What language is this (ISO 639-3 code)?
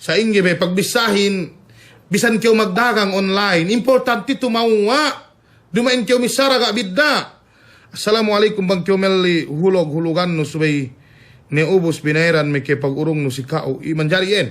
yka